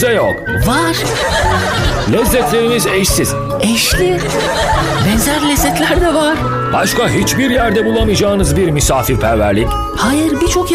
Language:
Turkish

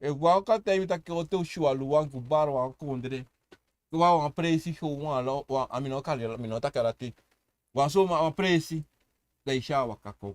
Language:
Sranan Tongo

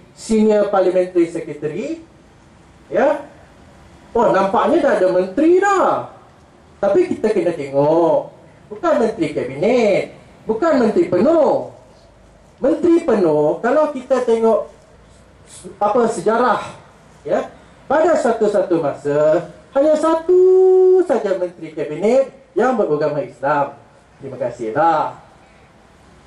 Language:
Malay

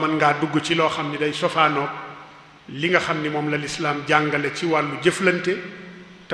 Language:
Wolof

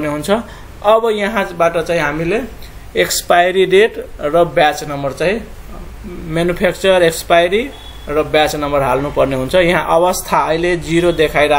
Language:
Nepali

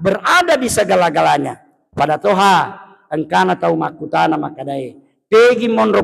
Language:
Buginese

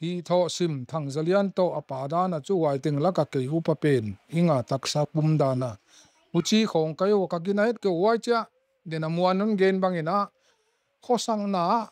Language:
Tedim Chin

